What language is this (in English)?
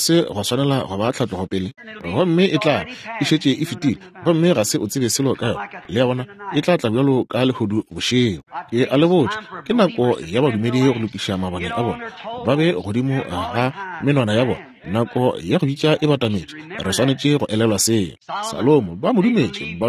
Northern Sotho